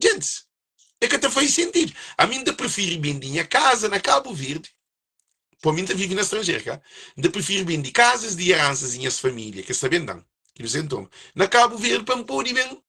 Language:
Kabuverdianu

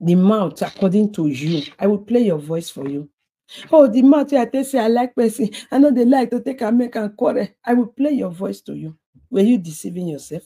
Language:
Nigerian Pidgin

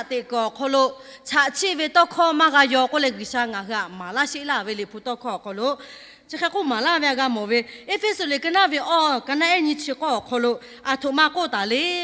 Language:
Lahu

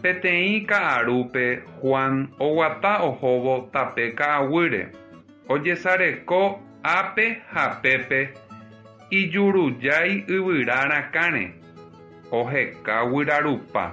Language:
Guarani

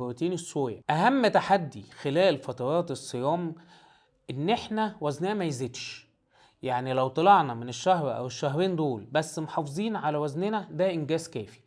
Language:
Egyptian Arabic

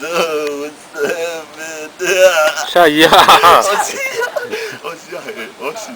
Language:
Tongan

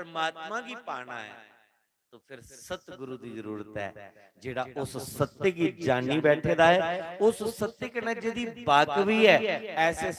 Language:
Dogri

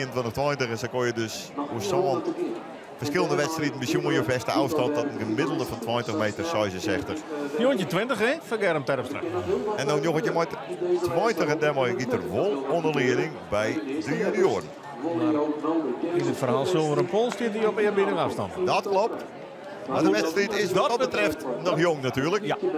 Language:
Western Frisian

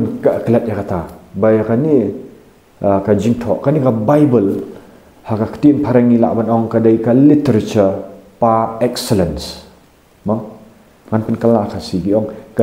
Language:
Khasi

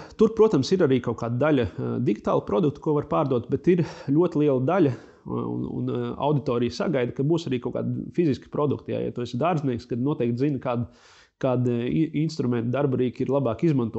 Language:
Latvian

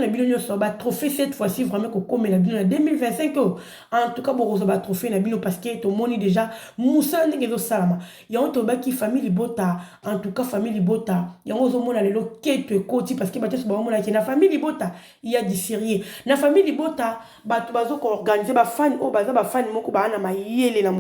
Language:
Lingala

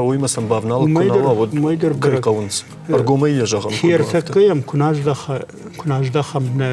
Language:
Ossetic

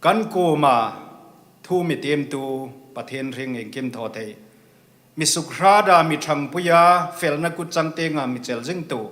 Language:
Hmar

